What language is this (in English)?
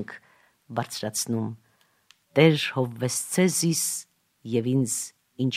Armenian